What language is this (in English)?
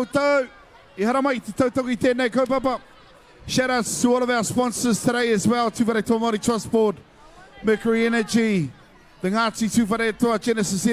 Māori